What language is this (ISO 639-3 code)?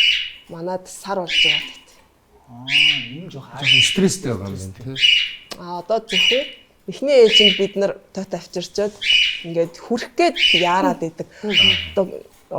mon